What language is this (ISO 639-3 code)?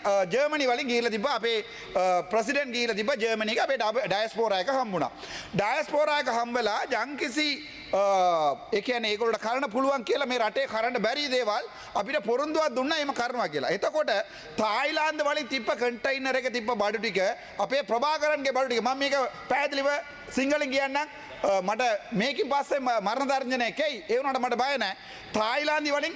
sin